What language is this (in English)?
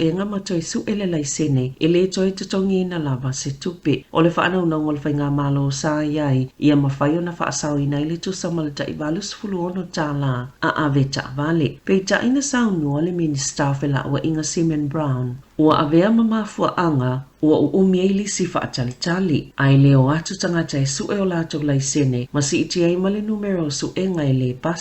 Samoan